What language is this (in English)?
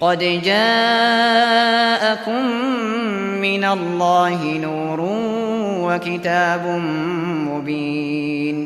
Uyghur